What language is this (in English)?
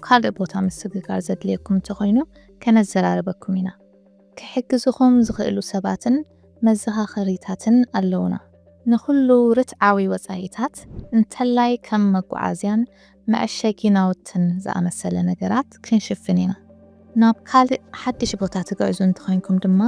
Tigrinya